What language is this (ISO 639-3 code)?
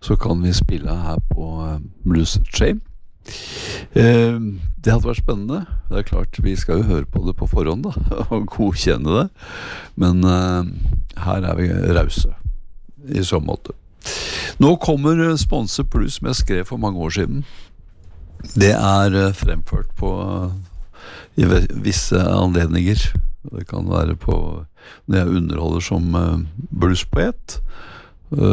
nor